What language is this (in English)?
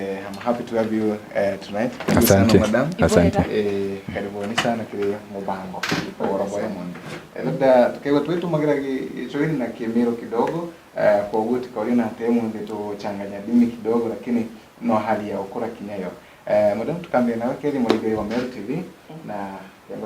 Meru